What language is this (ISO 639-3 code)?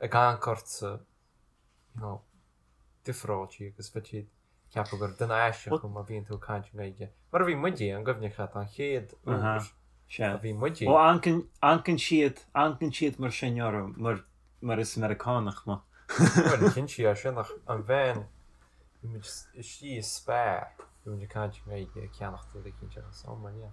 gle